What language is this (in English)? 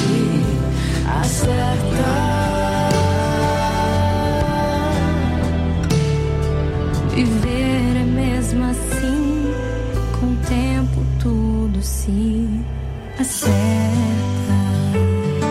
Portuguese